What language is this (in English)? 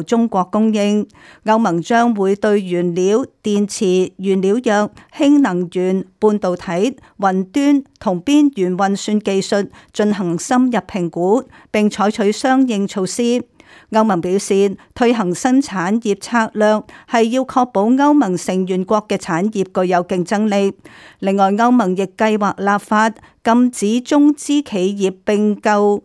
Cantonese